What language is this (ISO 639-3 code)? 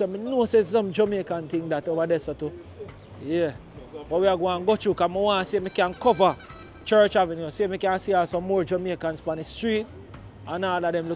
jam